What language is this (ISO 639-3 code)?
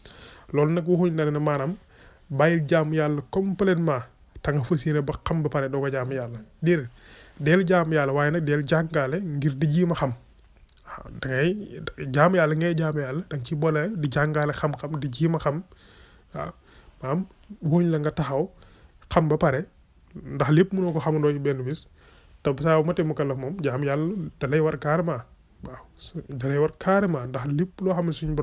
wol